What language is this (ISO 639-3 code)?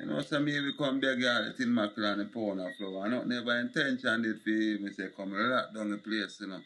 jam